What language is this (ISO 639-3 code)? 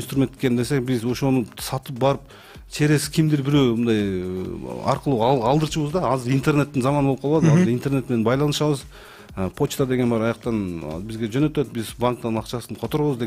kir